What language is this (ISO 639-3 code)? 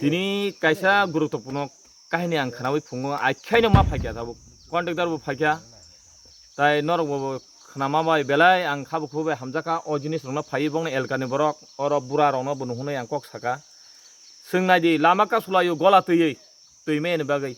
trp